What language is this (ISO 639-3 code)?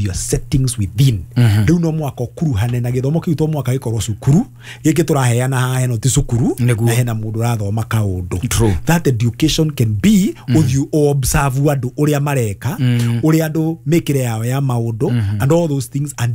kik